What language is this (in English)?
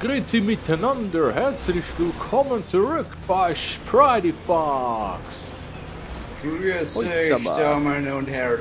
Swiss German